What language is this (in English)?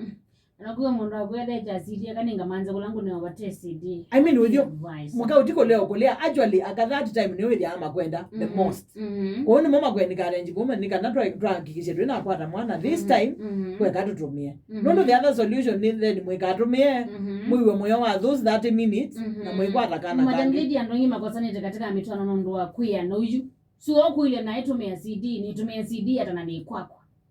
Kamba